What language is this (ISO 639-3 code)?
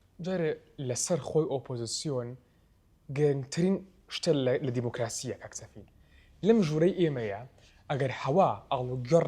ckb